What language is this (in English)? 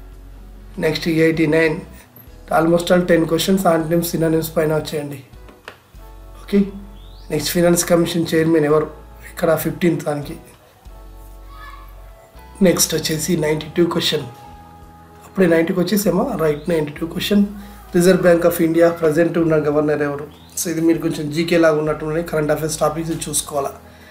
Telugu